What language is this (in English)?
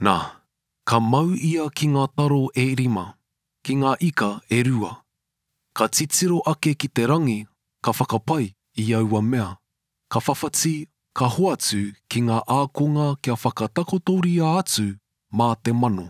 Māori